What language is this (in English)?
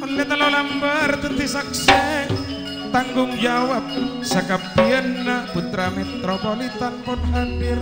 Madurese